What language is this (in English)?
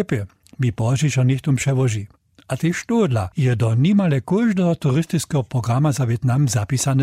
Upper Sorbian